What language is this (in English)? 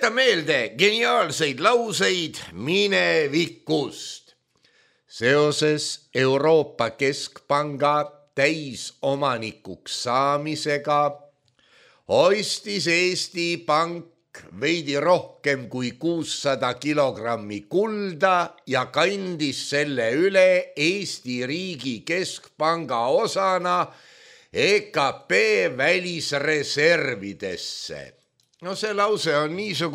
Estonian